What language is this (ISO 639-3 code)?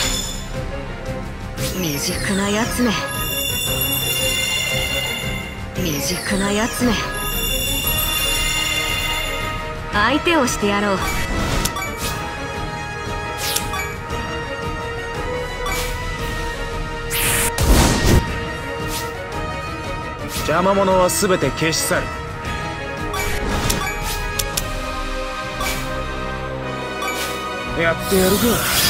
jpn